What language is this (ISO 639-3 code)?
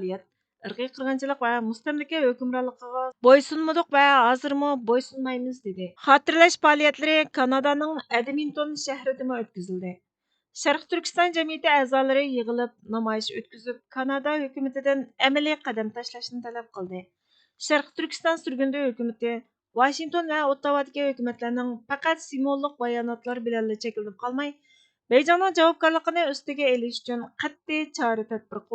uig